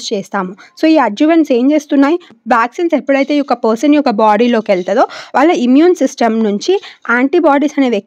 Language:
Telugu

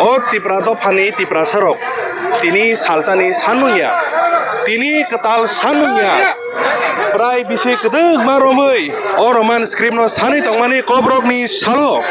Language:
Kok Borok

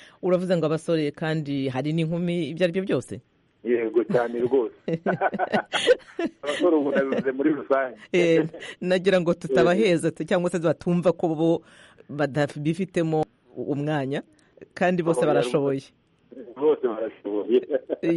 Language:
Kinyarwanda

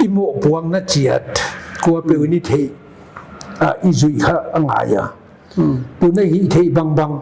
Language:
Paite Chin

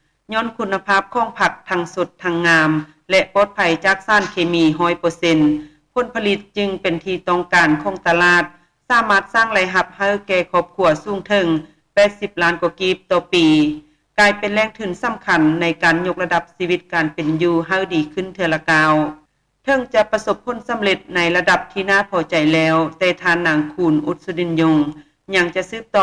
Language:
Lao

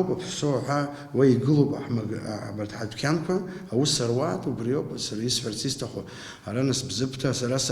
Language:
Abkhazian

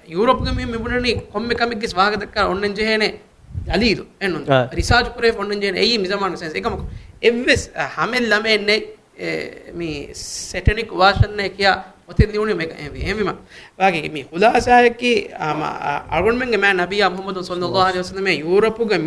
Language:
Divehi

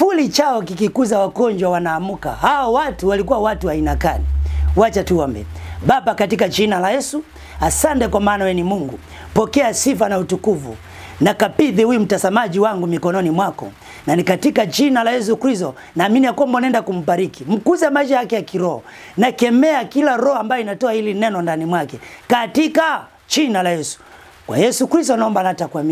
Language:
Swahili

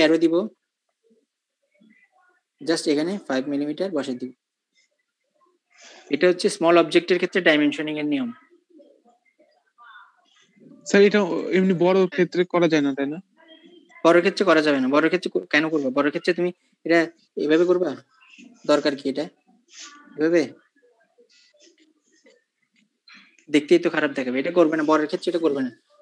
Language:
Bangla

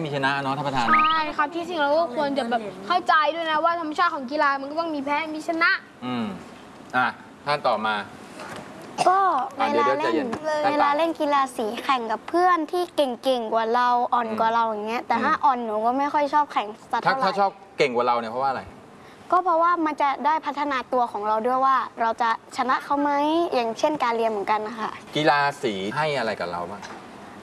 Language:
Thai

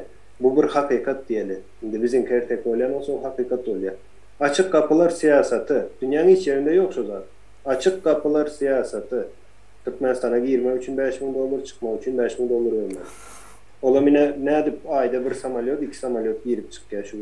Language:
Turkmen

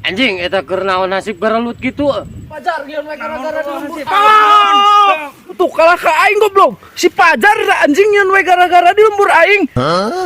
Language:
Sundanese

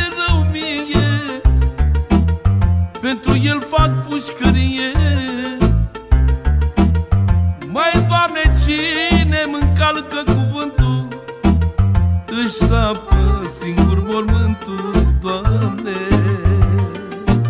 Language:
Romanian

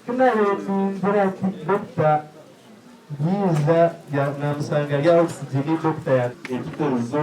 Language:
Nyankole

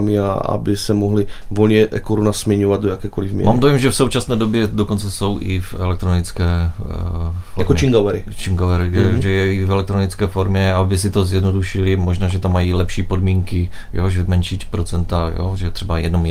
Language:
Czech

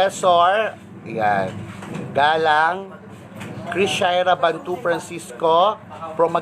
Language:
Pampanga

